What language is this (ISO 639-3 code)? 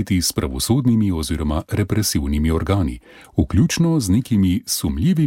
slv